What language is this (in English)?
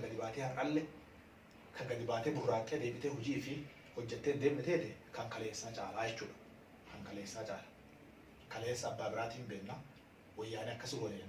Oromo